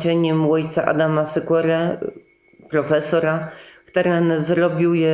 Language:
Kashubian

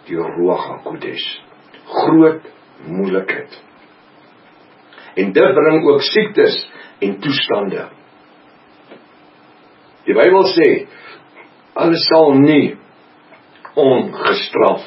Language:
Afrikaans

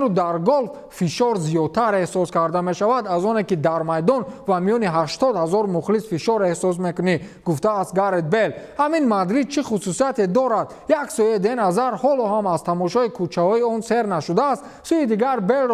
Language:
Tajik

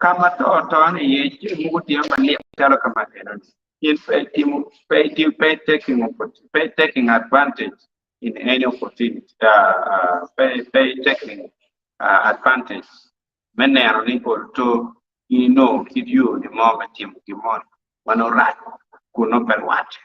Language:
Acoli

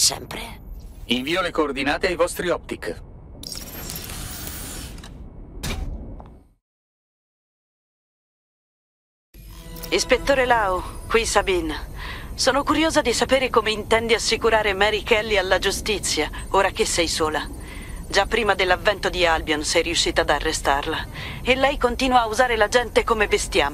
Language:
Italian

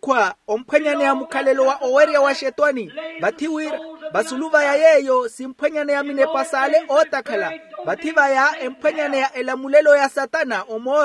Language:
Makhuwa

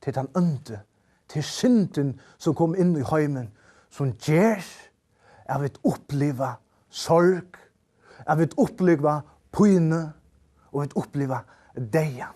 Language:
Faroese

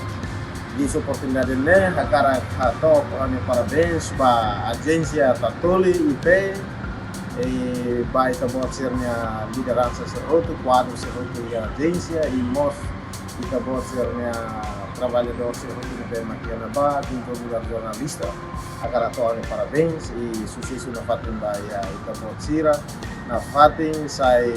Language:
Tetum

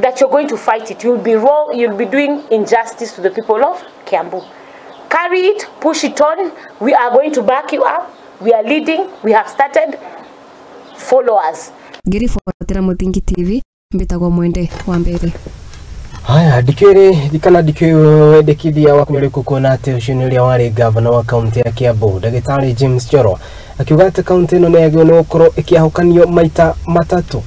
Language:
Kikuyu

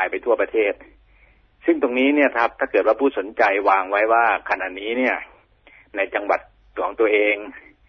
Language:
Thai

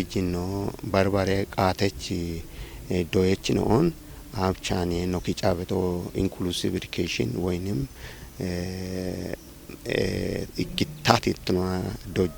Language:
Kafa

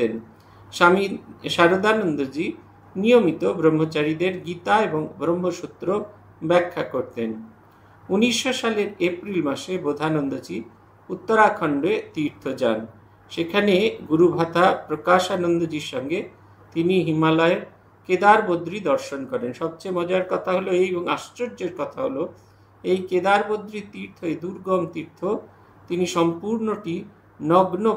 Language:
Bangla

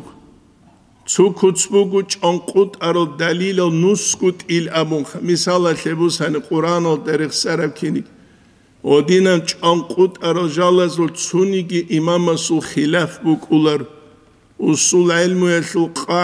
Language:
Avaric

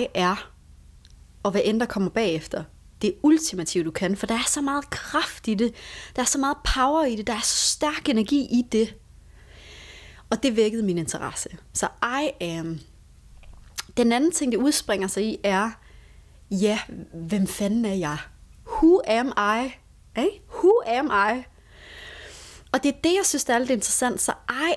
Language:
Danish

